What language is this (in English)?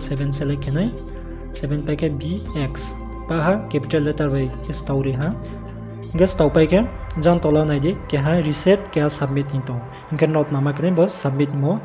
Riang (India)